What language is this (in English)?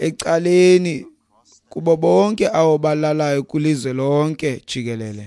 Xhosa